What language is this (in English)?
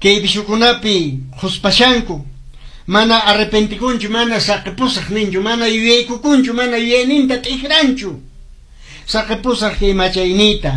Quechua